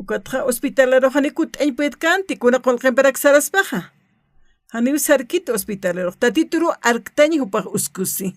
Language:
Aymara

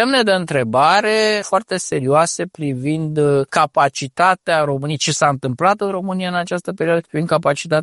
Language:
Romanian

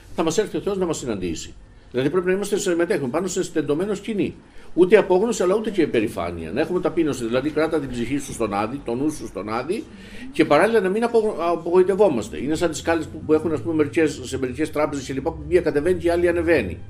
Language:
Greek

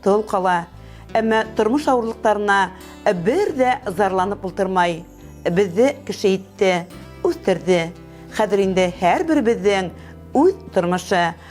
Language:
Bashkir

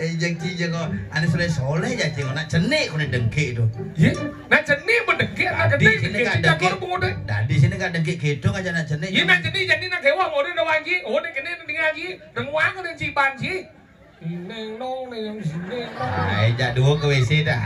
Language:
Balinese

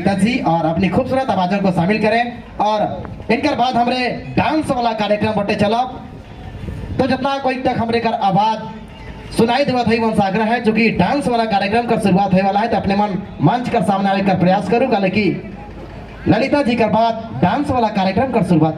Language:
Sadri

